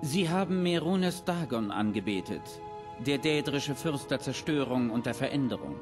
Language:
Bavarian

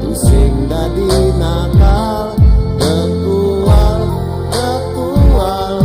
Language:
Balinese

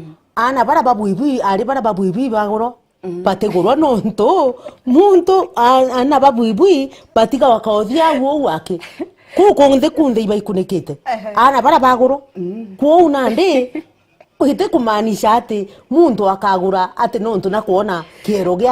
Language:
Meru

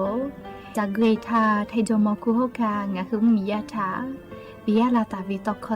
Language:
Lahu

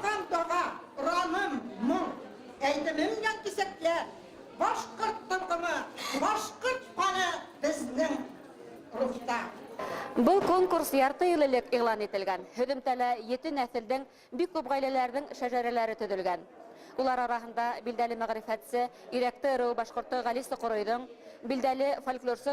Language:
Bashkir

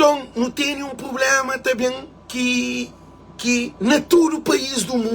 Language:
Kabuverdianu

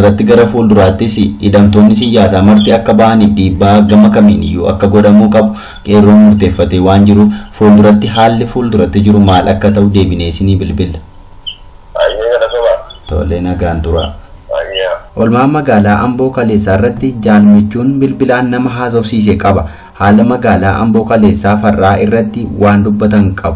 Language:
Oromo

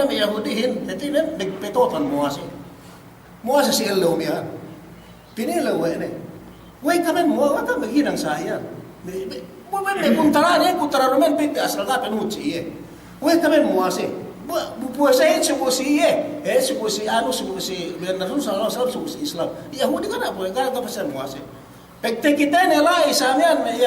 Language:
Yakan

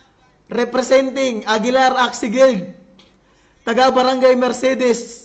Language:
Waray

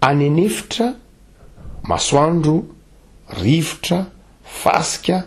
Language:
Malagasy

